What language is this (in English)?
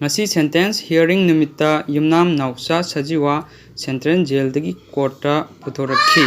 Manipuri